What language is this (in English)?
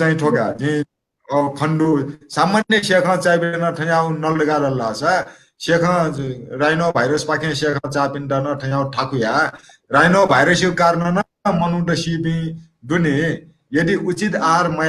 Newari